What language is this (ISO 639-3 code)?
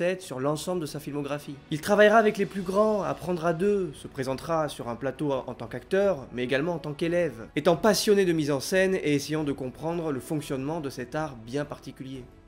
fra